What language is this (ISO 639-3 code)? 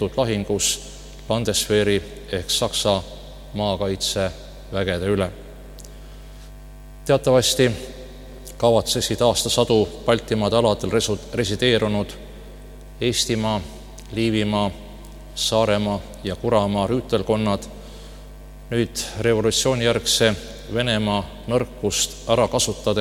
est